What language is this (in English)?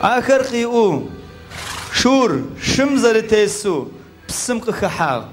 Adyghe